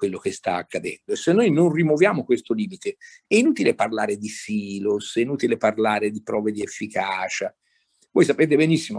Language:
Italian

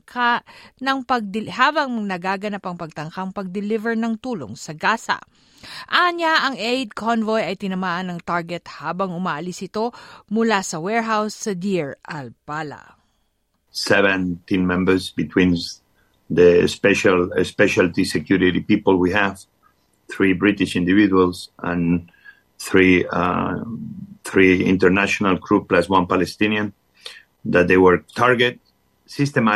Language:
Filipino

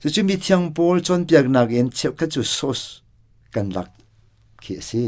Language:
Hakha Chin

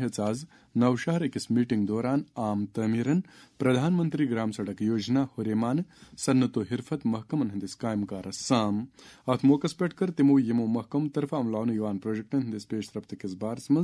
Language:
Kashmiri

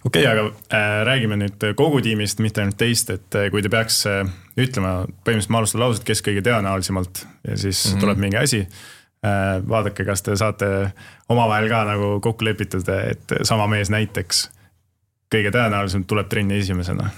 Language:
Estonian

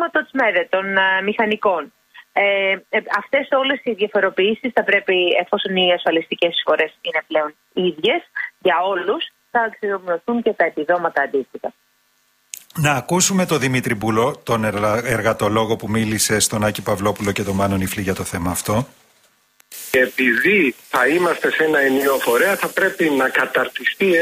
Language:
Greek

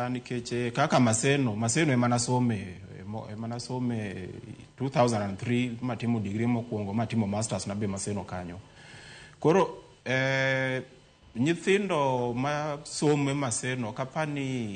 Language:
Luo (Kenya and Tanzania)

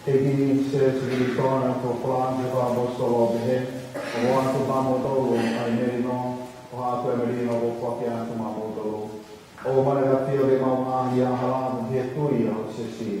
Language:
Tongan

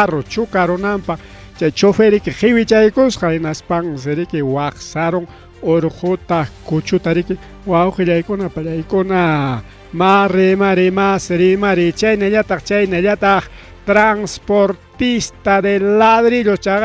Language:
Ayacucho Quechua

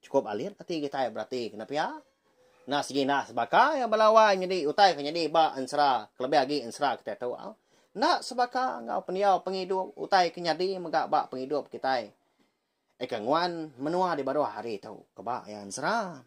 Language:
Iban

